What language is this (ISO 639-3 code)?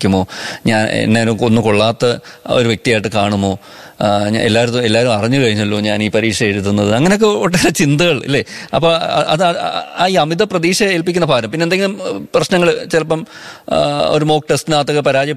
mal